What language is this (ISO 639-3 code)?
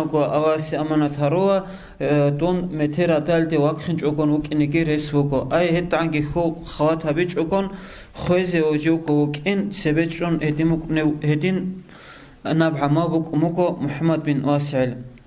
ava